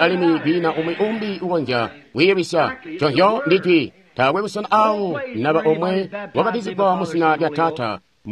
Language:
Tonga (Zambia)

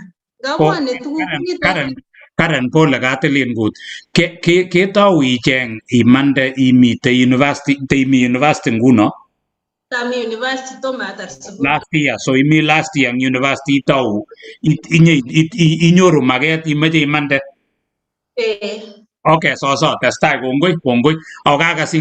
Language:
Kalenjin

